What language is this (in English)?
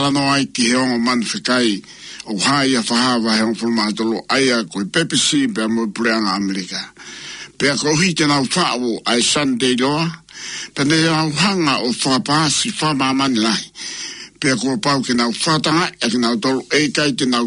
Tongan